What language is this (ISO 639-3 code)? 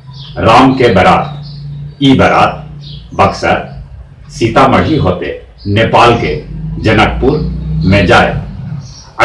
mag